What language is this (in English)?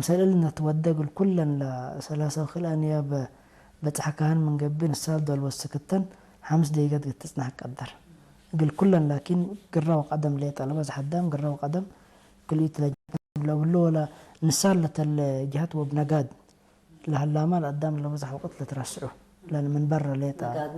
Tigre